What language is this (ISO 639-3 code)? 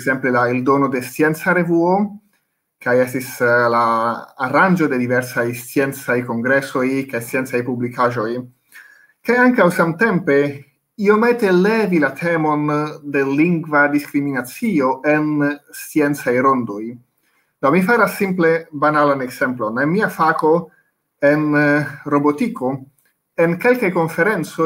epo